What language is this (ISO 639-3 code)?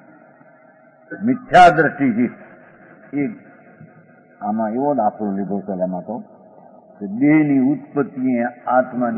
guj